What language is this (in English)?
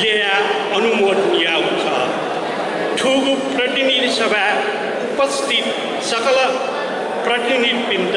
Newari